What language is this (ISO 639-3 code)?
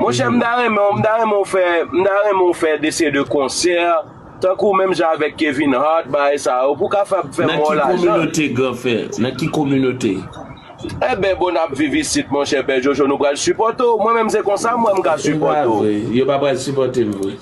hat